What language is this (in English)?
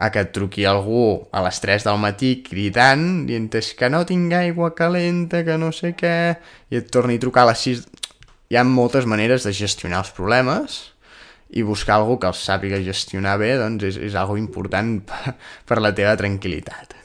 Catalan